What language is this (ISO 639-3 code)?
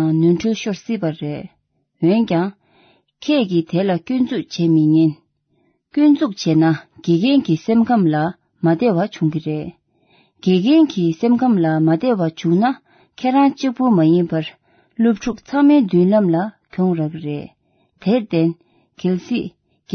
bod